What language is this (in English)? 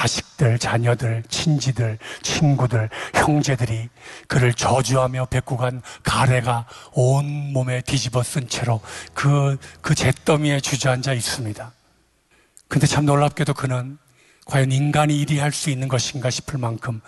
Korean